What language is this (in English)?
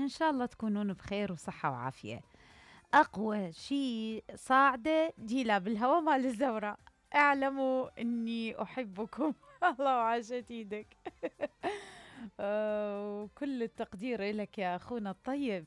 Mesopotamian Arabic